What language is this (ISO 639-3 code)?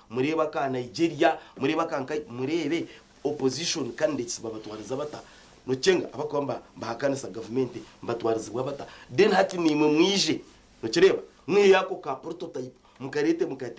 nyn